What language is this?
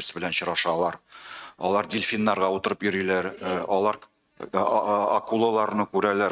Tatar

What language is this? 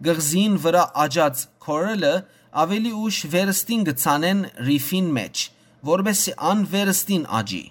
Western Armenian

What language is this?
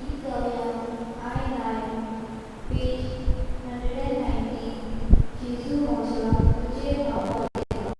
Konkani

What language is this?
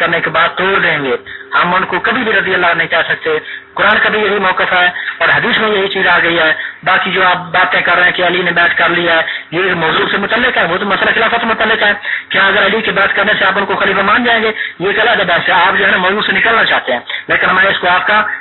Urdu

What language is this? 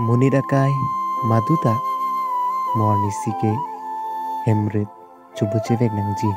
Karbi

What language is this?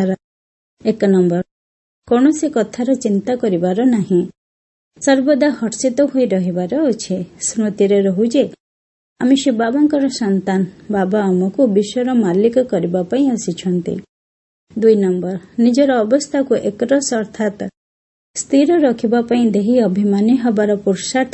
Odia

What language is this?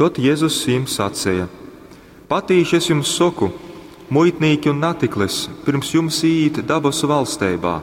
Latgalian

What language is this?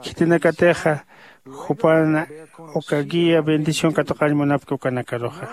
Aymara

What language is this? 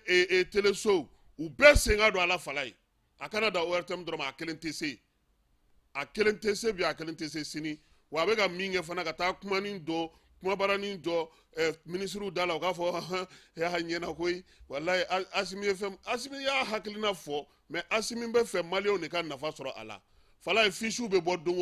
Bambara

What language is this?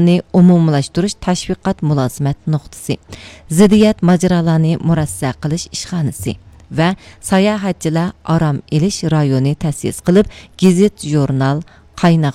Uyghur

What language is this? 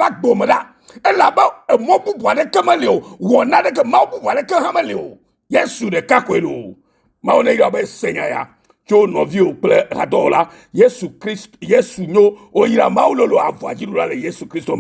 Ewe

